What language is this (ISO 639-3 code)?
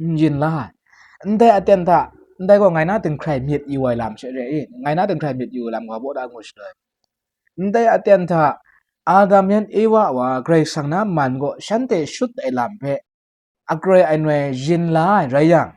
kac